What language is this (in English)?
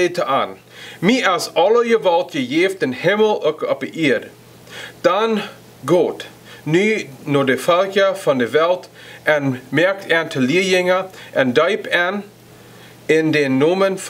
Plautdietsch